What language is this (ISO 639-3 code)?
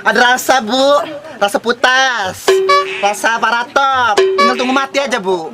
mui